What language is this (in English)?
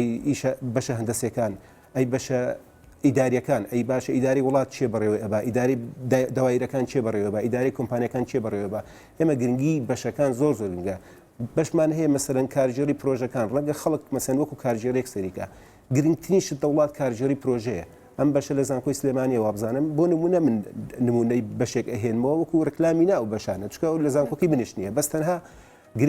Central Kurdish